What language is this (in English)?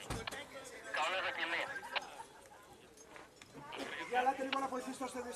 Greek